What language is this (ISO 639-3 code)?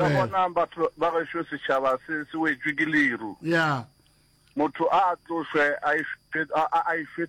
nso